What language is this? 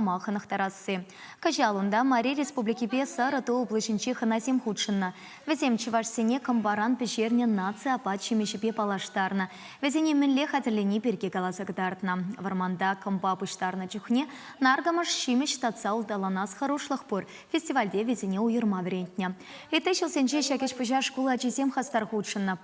Chuvash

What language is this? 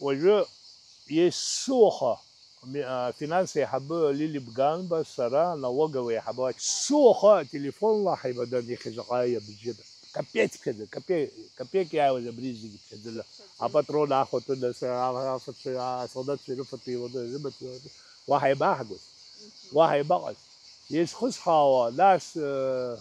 Abkhazian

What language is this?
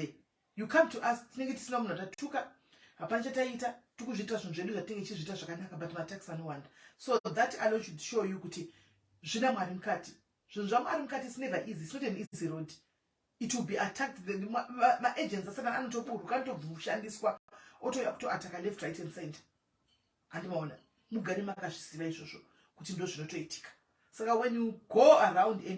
Shona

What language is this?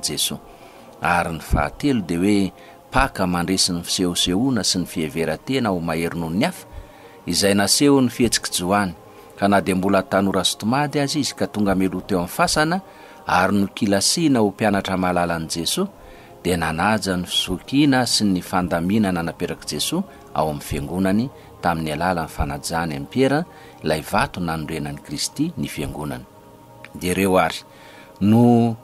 Malagasy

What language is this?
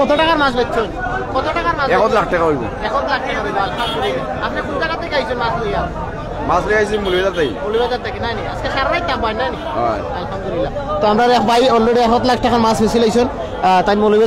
Sylheti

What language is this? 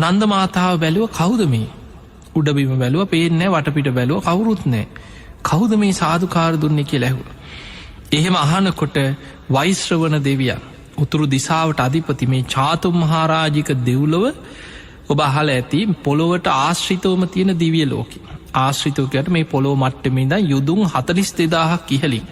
Sinhala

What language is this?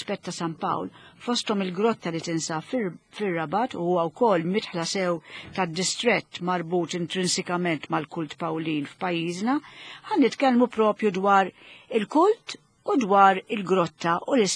Maltese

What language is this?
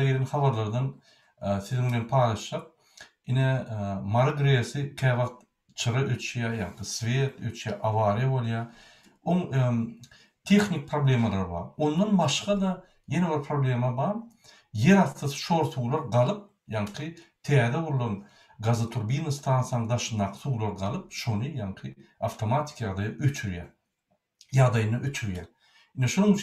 Turkmen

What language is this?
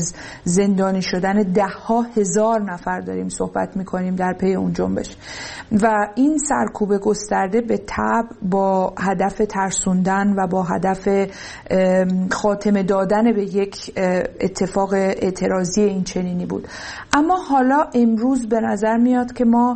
Persian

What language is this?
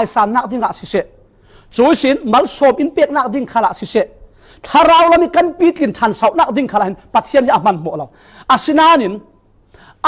Falam Chin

